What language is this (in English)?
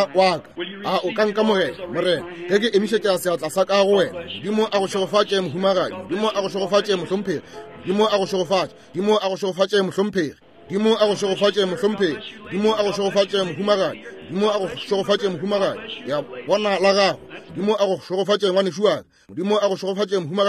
Northern Sotho